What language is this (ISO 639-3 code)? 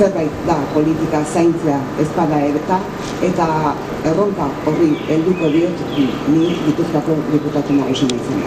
eus